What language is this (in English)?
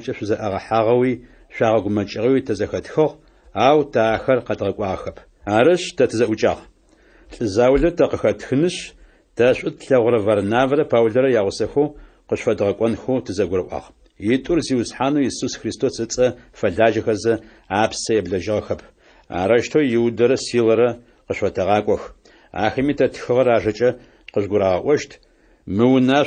Adyghe